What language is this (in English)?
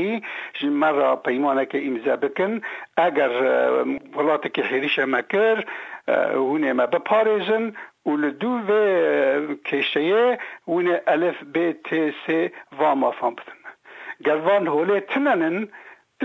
Kurdish